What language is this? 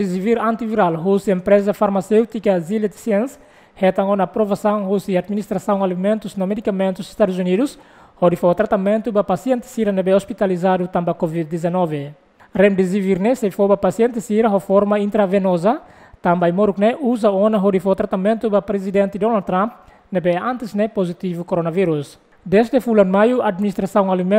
Tetum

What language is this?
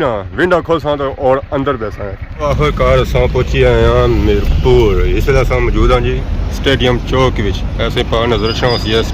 Pahari-Potwari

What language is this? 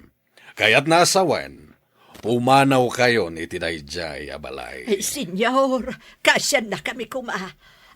Iloko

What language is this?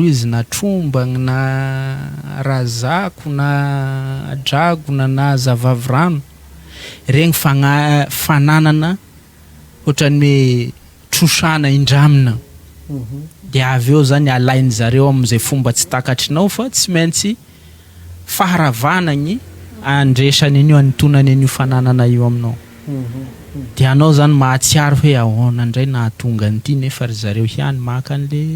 Malagasy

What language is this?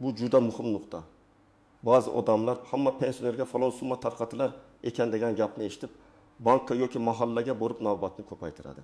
Uzbek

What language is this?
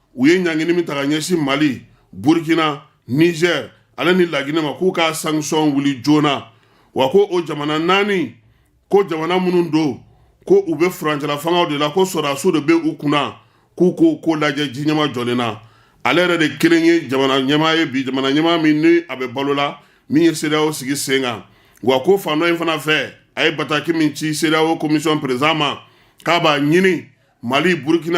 Bambara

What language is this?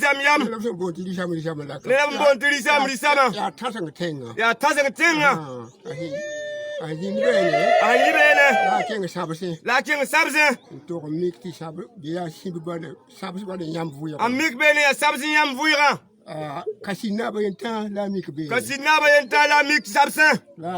Mossi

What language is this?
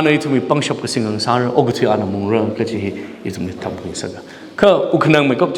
Tangkhul Naga (India)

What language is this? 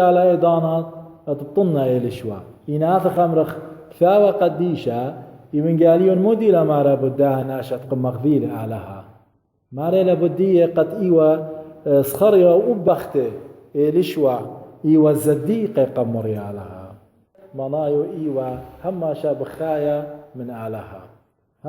Assyrian Neo-Aramaic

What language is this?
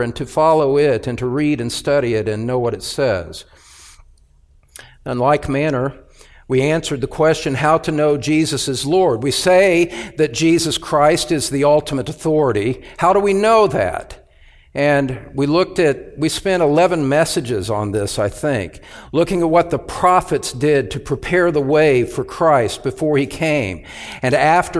English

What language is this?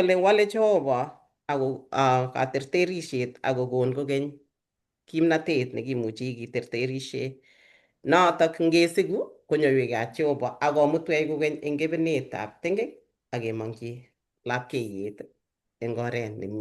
Kalenjin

